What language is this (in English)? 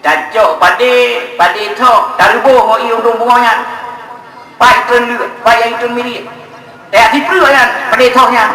Achinese